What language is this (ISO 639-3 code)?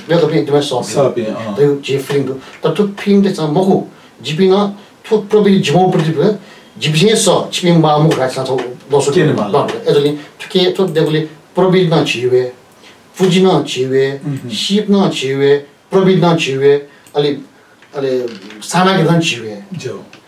new